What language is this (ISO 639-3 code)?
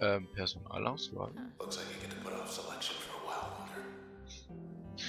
gsw